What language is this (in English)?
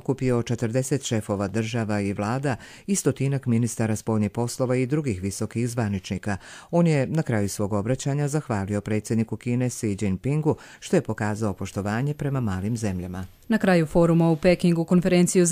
Croatian